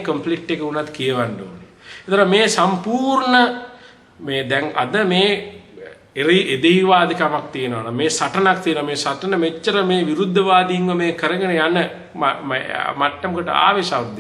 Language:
Sinhala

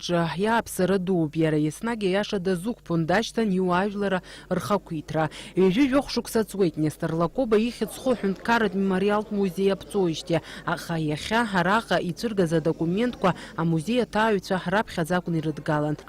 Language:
Abkhazian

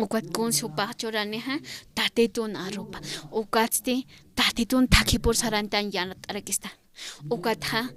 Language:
Aymara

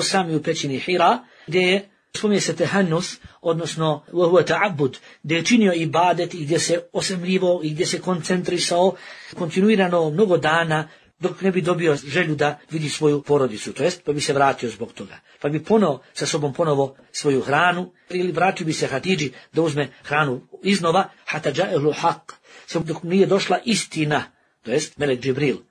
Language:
Bosnian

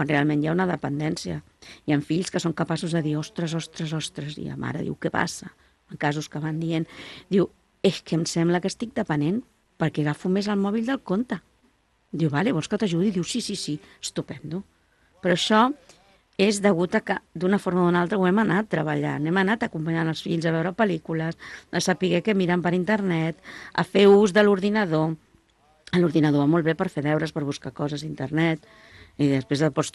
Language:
Catalan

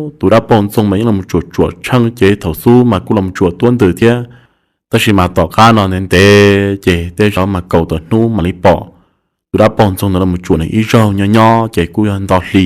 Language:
Hmong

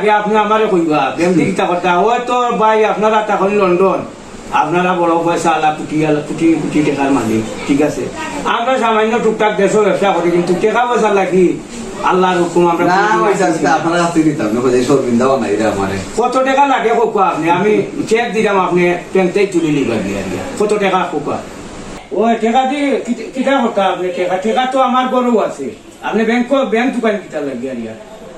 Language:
Sylheti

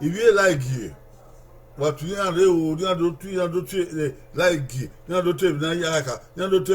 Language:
Bini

